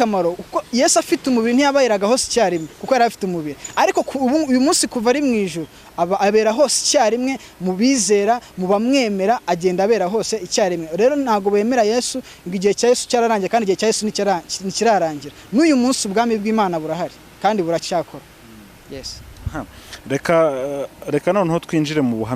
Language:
Kinyarwanda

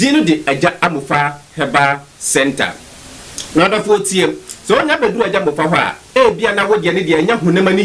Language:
Akan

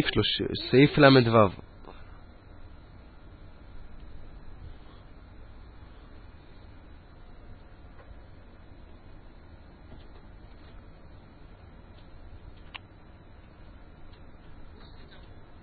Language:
Hebrew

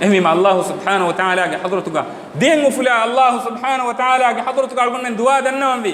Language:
Divehi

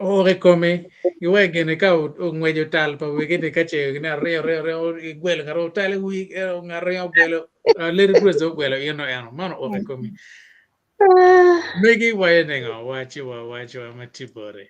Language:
Acoli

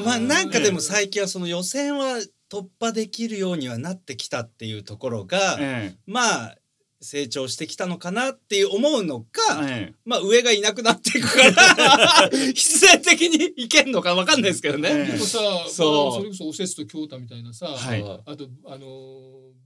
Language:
Japanese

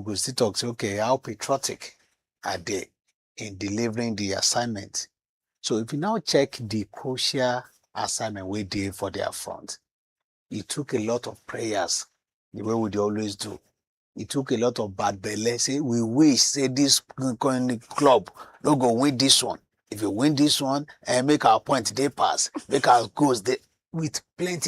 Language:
Nigerian Pidgin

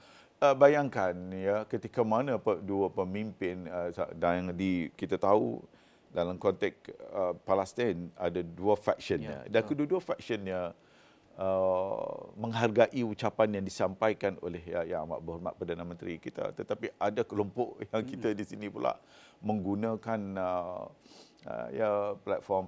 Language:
Malay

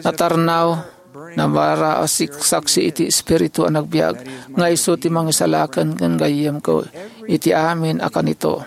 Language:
Iloko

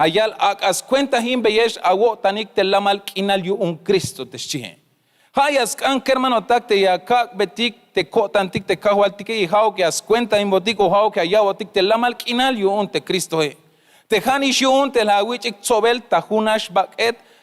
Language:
Tzeltal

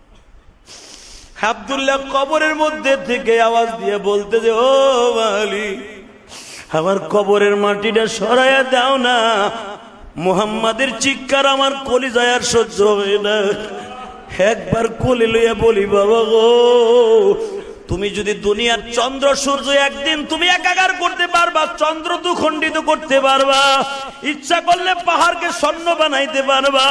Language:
Bangla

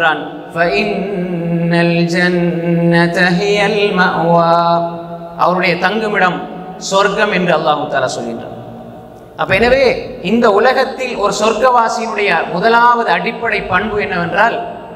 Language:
Tamil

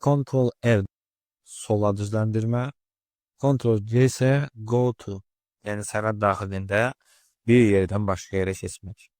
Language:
Azerbaijani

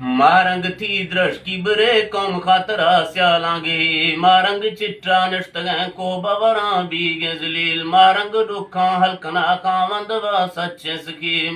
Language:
Eastern Balochi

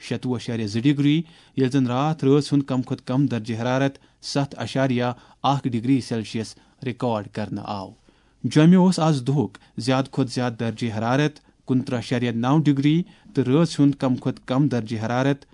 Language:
Kashmiri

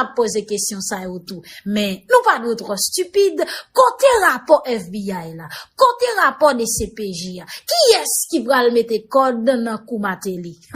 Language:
Haitian Creole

